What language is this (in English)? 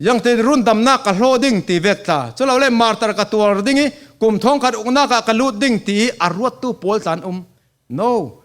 Falam Chin